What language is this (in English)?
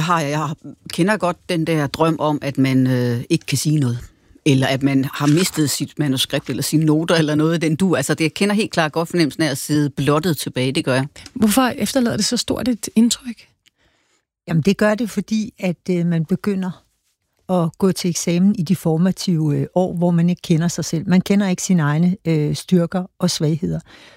Danish